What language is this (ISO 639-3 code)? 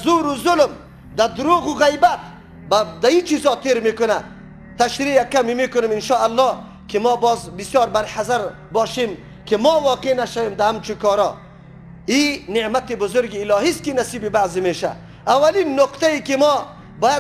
fas